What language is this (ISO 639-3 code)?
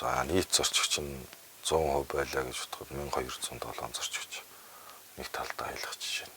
mon